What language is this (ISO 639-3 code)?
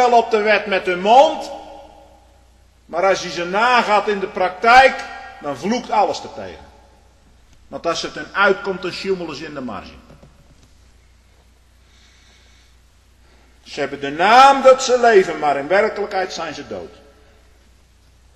nld